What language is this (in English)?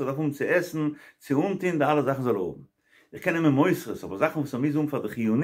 Yiddish